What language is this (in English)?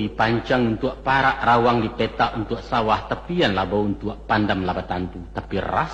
Minangkabau